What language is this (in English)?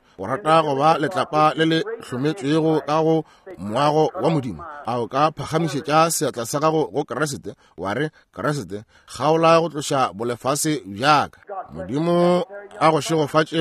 Northern Sotho